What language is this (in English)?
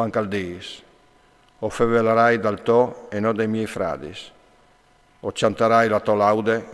Friulian